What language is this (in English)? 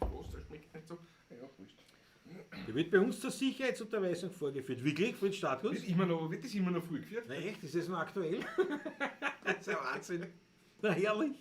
Bavarian